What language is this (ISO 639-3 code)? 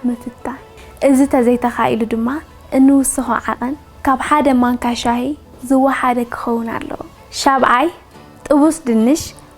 tir